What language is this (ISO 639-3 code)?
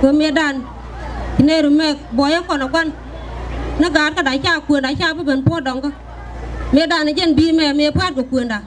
nus